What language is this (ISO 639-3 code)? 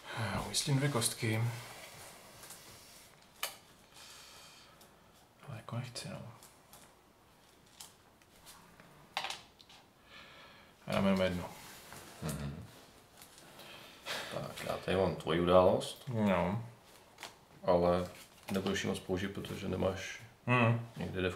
ces